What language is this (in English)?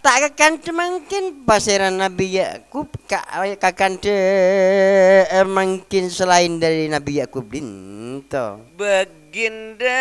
Madurese